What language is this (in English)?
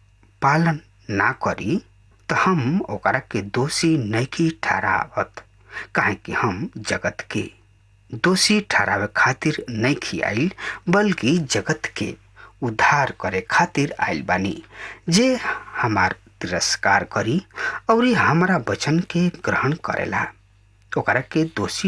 Bhojpuri